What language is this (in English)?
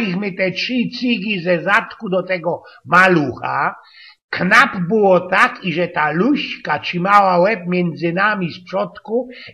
Silesian